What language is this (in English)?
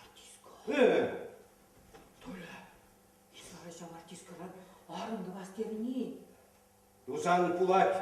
Chuvash